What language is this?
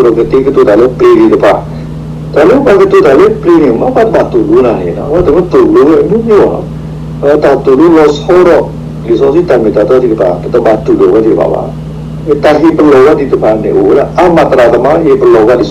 S'gaw Karen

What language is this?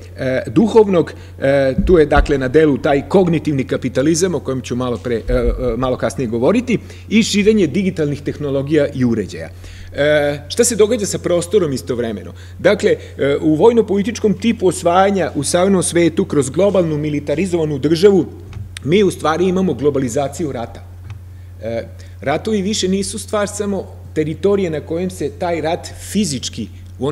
Serbian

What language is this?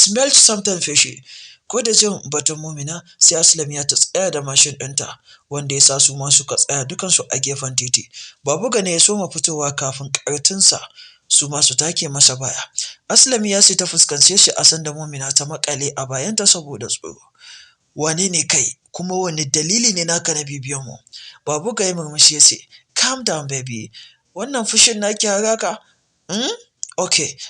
Hausa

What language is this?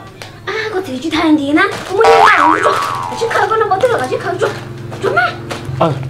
Vietnamese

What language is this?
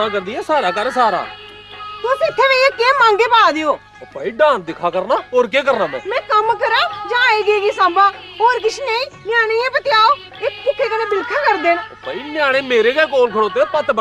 Dogri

